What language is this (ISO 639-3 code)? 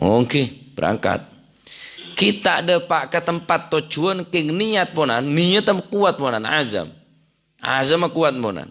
mad